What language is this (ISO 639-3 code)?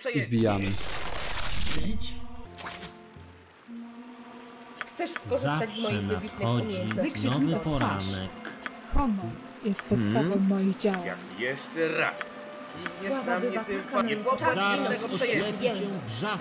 pol